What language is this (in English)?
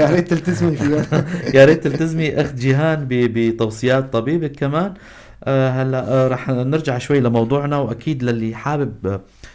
North Levantine Arabic